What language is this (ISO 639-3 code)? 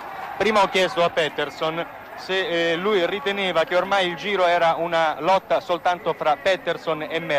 ita